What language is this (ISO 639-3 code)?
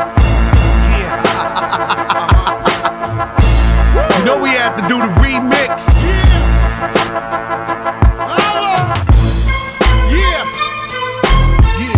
eng